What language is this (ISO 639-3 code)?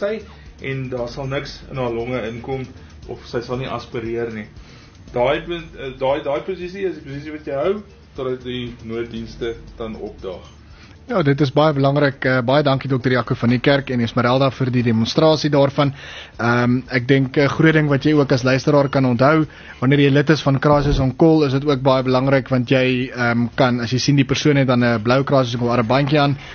afr